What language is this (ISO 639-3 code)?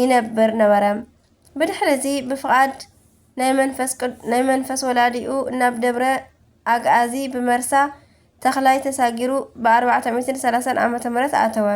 tir